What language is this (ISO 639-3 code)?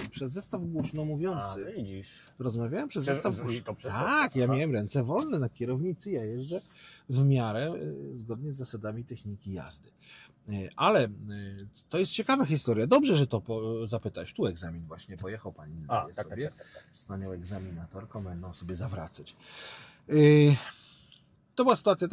pol